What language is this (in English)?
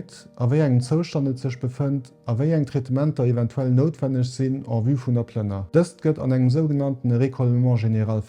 Luxembourgish